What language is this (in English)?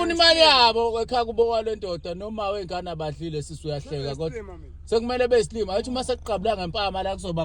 Zulu